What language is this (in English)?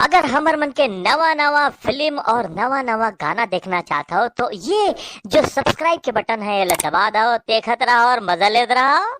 Chhattisgarhi